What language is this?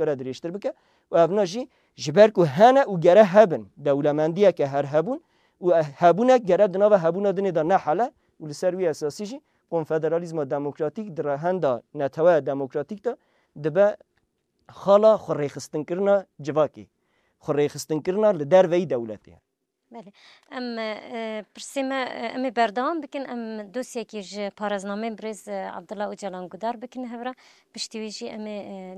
Kurdish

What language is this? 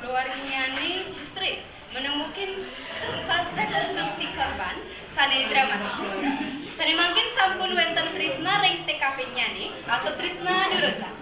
Balinese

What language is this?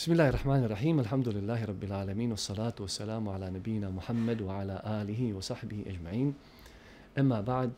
Bosnian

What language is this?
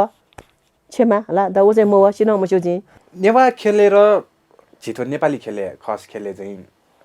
Newari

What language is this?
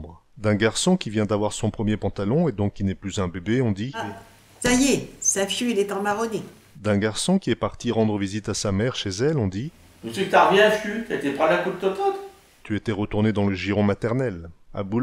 Picard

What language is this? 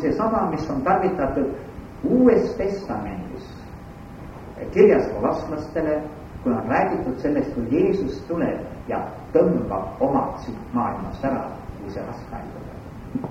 Estonian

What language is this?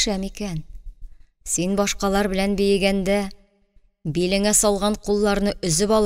Tatar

